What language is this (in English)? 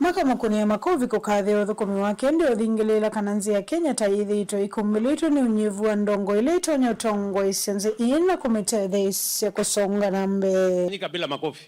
Kamba